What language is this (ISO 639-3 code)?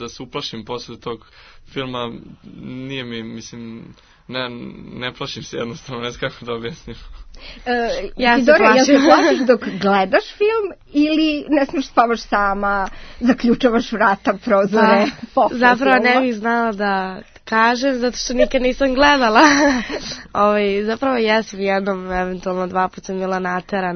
srp